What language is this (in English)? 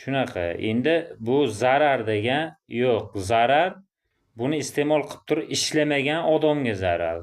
Uzbek